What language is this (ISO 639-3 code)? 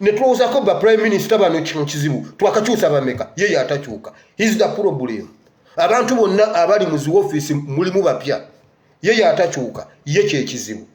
lug